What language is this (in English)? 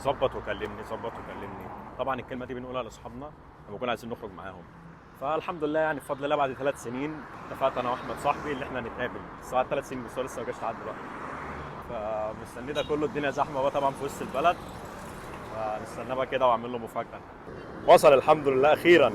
Egyptian Arabic